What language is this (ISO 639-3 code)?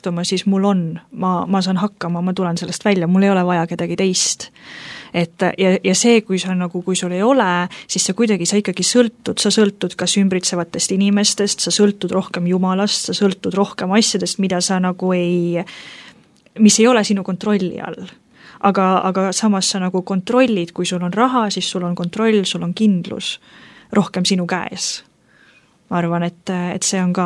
est